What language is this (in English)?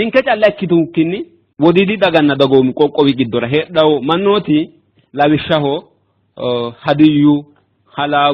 Sidamo